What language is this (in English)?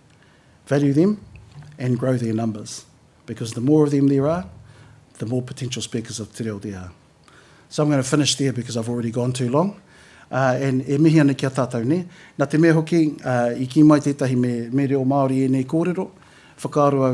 Māori